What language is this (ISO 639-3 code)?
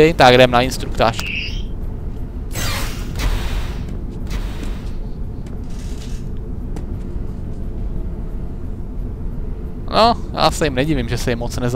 ces